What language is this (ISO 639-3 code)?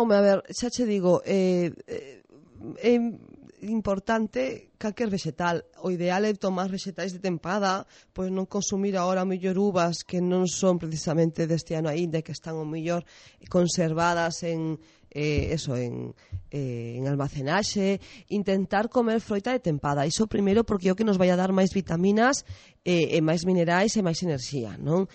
glg